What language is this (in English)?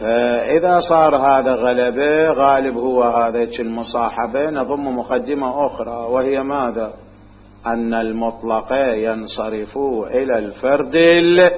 Mesopotamian Arabic